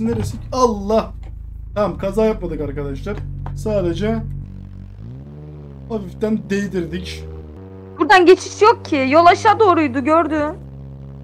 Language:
Turkish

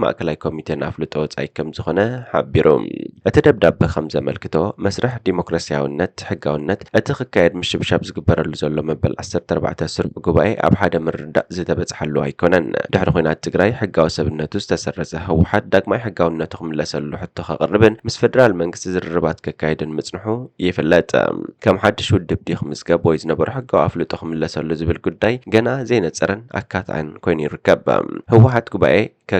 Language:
Tigrinya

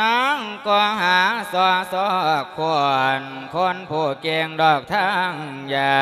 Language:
Lao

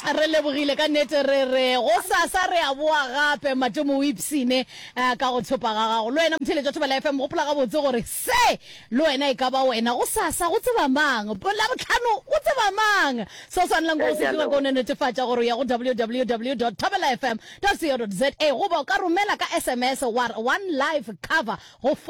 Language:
Northern Sotho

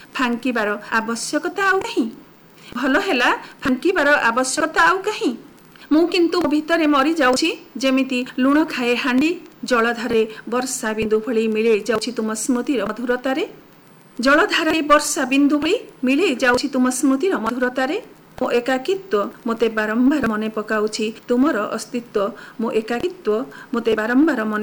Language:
Odia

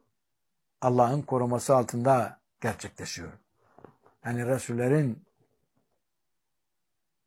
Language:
Turkish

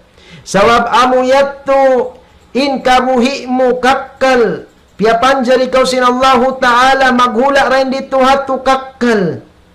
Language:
Tausug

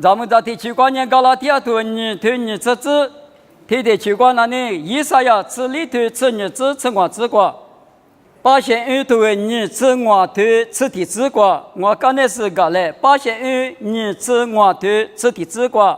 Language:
Lisu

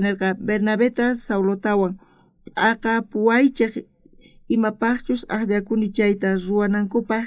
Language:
South Bolivian Quechua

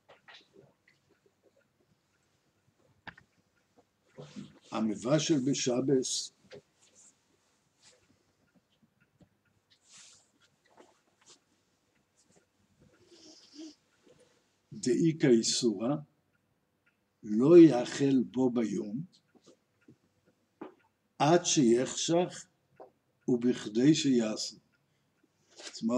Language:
Hebrew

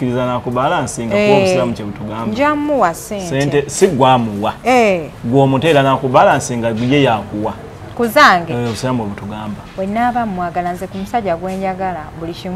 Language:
Ganda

